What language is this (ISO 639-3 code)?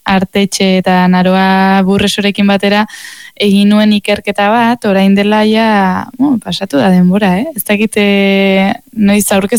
eus